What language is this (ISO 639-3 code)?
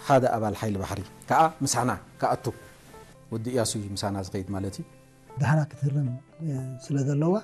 tir